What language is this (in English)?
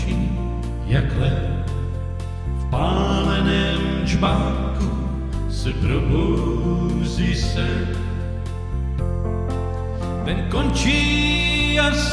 Czech